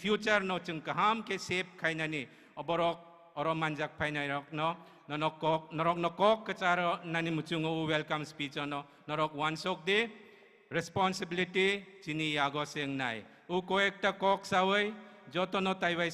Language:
Kok Borok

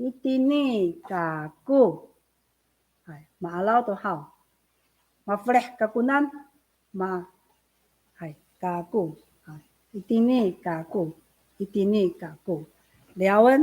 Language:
Amis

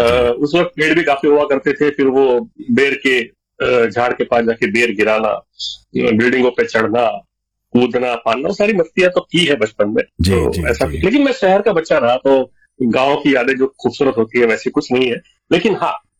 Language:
Hindi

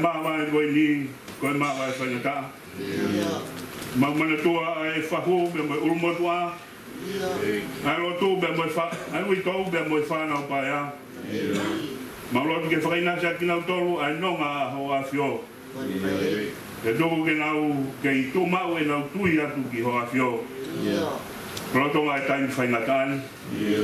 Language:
Tongan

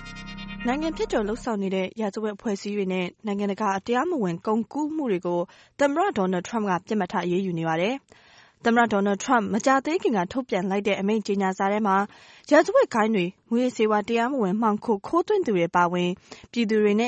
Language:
Burmese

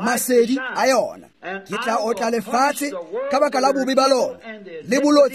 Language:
Tswana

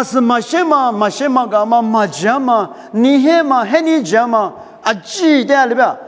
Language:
Lisu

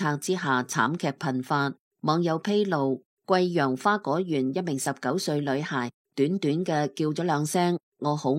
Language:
Cantonese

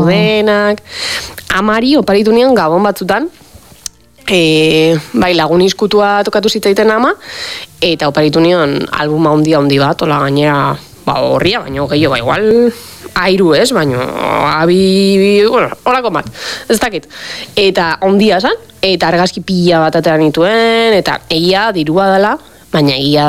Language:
Basque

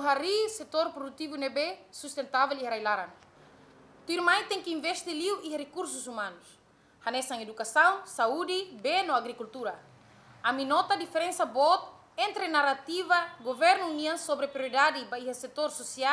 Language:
Tetum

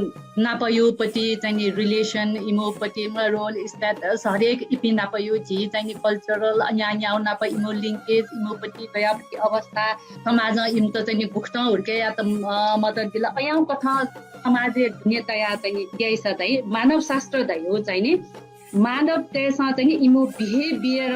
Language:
Newari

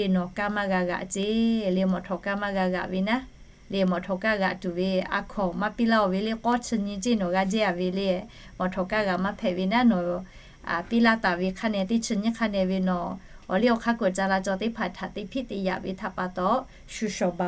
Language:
Lahu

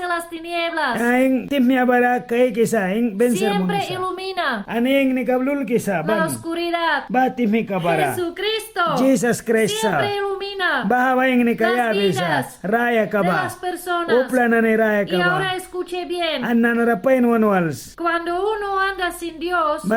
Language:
Mískito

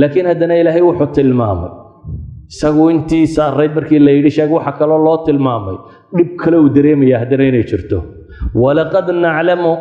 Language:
Somali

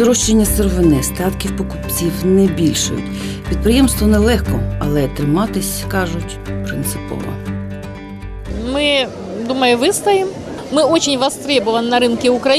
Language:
Ukrainian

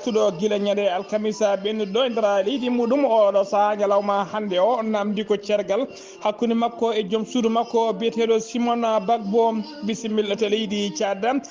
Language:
Fula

